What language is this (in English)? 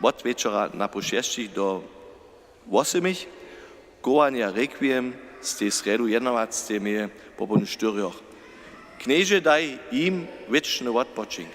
Upper Sorbian